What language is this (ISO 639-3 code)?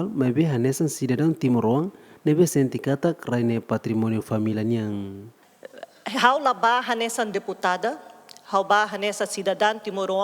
tet